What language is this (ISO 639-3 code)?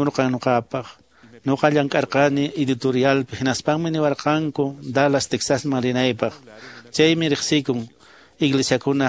que